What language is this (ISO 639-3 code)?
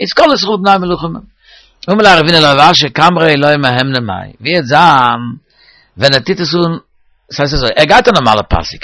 yid